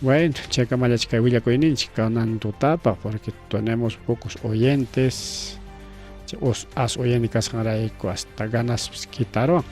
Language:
Ayacucho Quechua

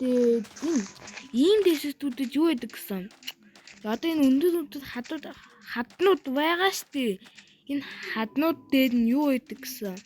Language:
Mongolian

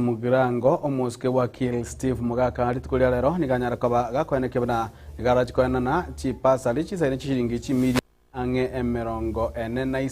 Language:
Gusii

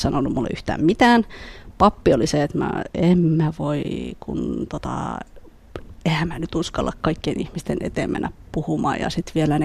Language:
Finnish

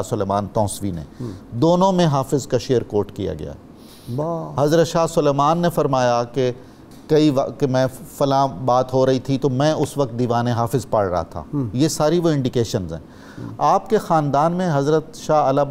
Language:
Urdu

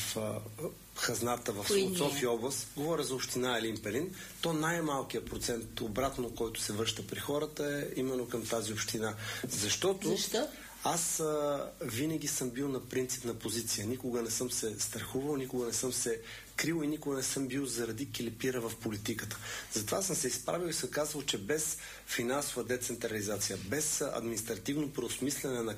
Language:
Bulgarian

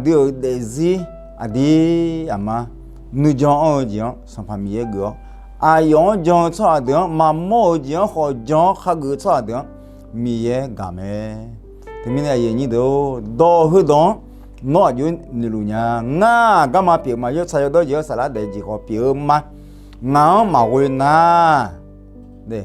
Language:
Akha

